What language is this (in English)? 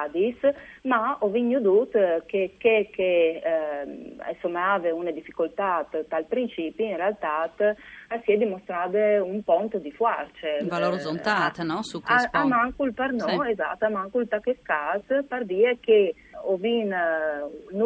Friulian